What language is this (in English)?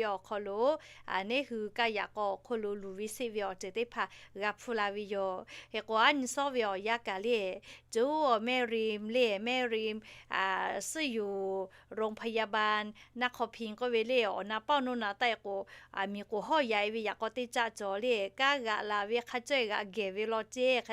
Lahu